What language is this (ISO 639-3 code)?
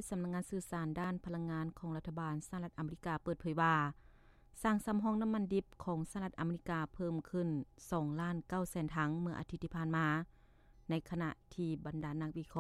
lao